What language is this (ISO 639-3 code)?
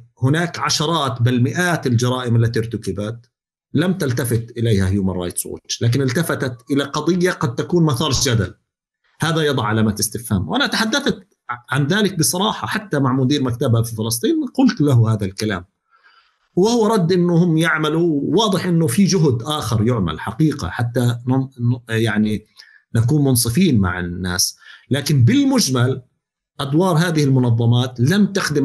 apc